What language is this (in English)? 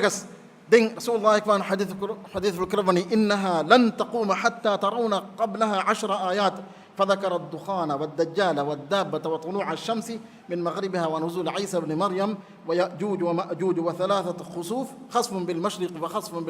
Divehi